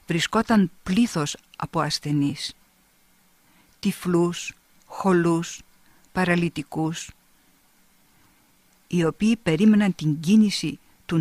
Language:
Greek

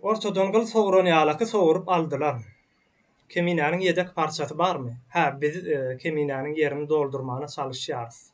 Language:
Turkmen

